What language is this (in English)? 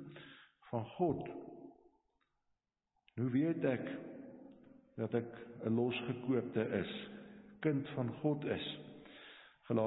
Afrikaans